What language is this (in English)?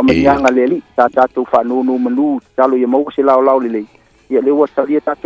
Samoan